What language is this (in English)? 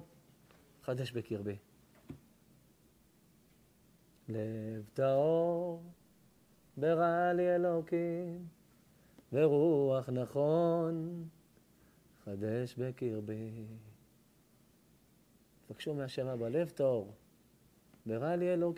Hebrew